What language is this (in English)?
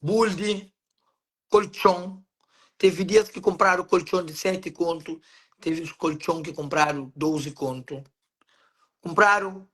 Kabuverdianu